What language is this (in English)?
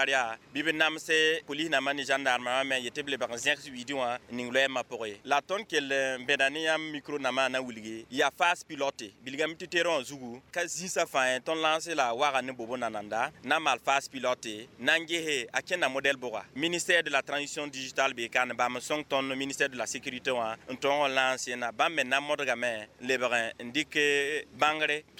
Mossi